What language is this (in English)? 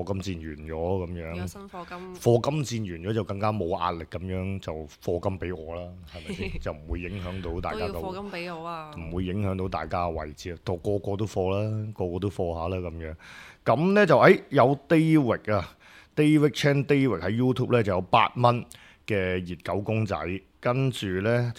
Cantonese